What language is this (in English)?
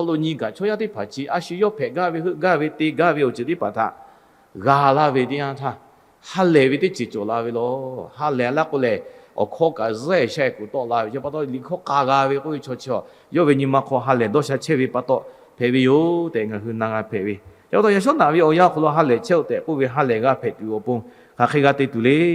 Lahu